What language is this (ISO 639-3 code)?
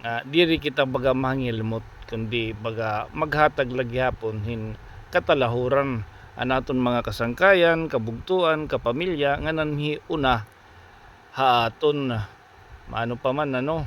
war